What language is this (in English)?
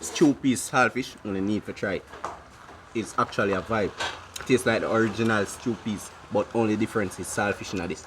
Jamaican Creole English